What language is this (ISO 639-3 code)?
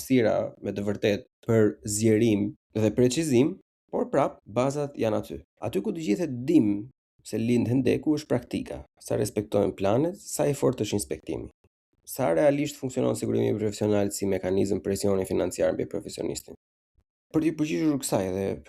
sqi